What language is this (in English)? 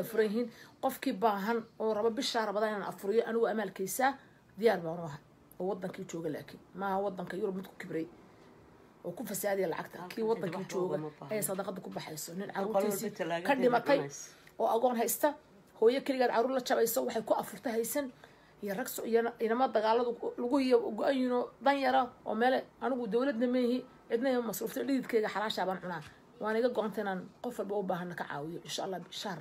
Somali